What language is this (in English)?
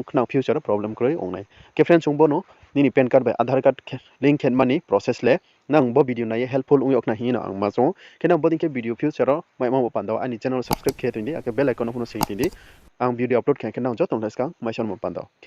Riang (India)